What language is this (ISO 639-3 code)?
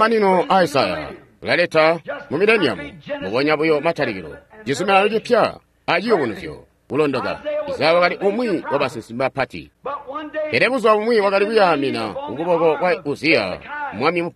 toi